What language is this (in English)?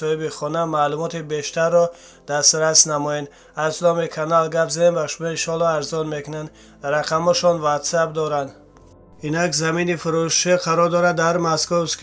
Tajik